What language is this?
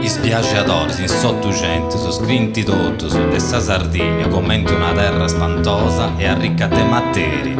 Sardinian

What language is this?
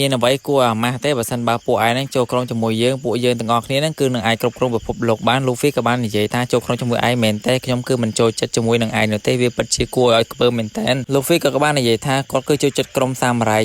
Khmer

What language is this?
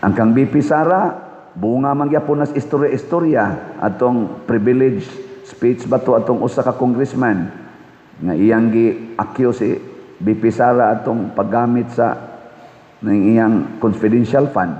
Cebuano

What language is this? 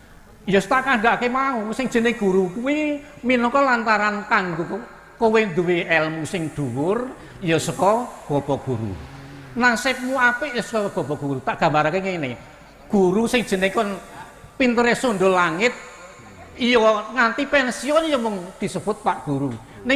Javanese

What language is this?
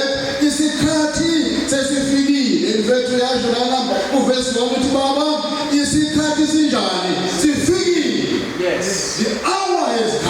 Zulu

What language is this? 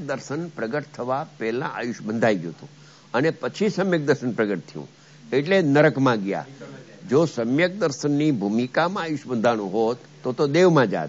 Gujarati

